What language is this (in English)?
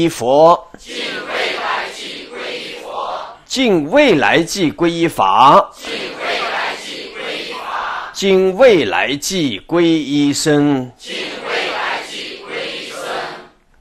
Chinese